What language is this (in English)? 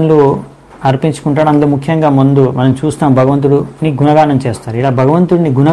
Telugu